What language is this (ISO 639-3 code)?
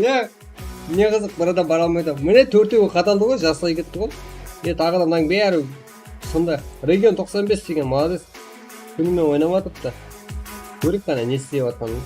kaa